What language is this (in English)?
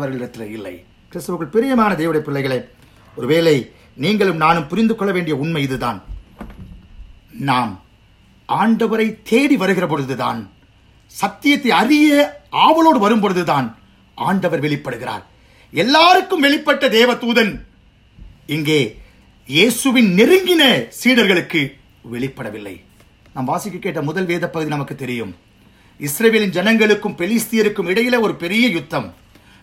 Tamil